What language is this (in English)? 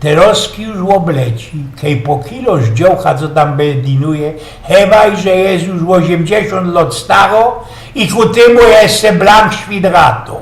Silesian